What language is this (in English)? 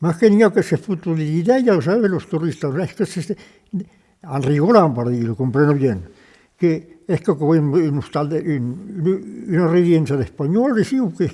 Occitan